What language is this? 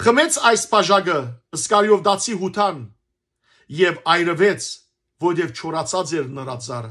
Western Armenian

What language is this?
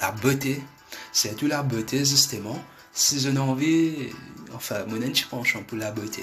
Morisyen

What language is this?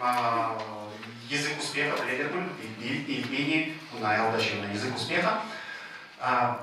Chuvash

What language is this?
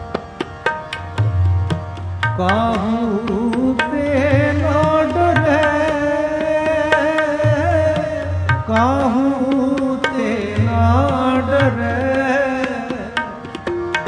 Punjabi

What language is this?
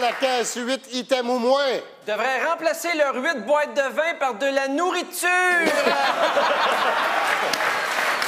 French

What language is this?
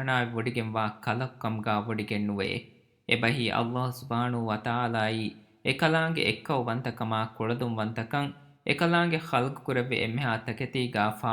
Divehi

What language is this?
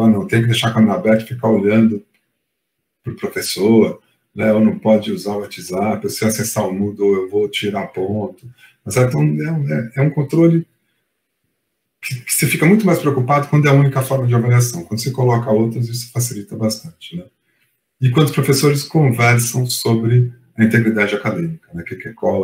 Portuguese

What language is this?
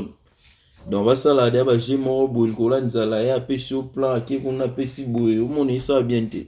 Lingala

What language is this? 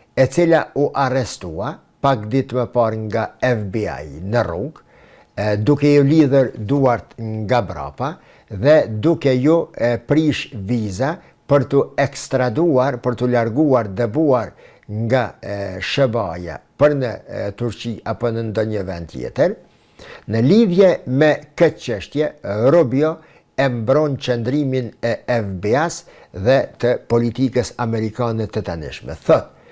Albanian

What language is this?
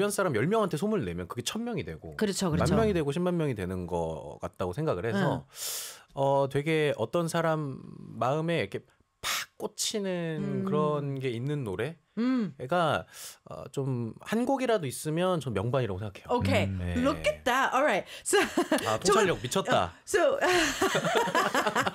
Korean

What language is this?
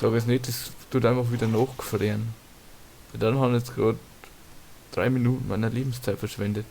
Bavarian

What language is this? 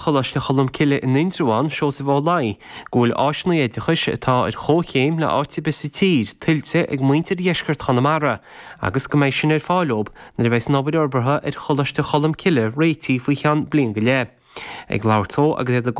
Irish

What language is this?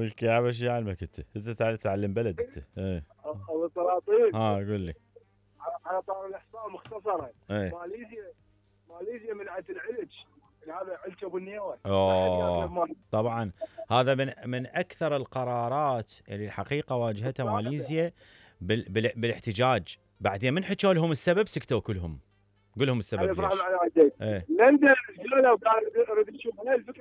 Mesopotamian Arabic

